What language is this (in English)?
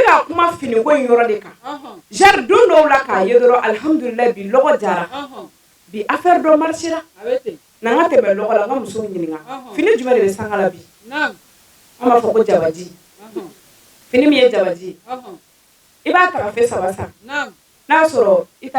Bambara